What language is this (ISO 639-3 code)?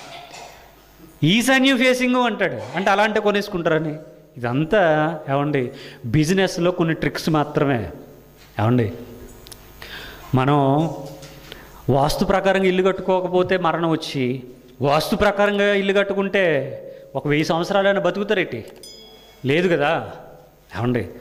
tel